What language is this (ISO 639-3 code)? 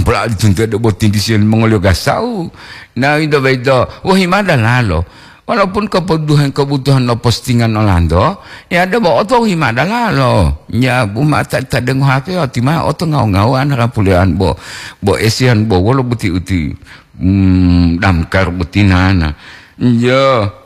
gor